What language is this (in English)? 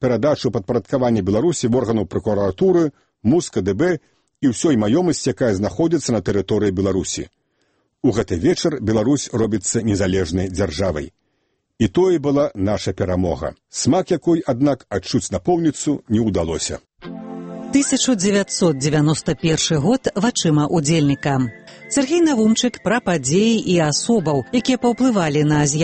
Belarusian